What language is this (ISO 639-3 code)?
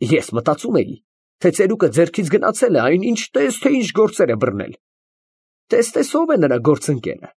hye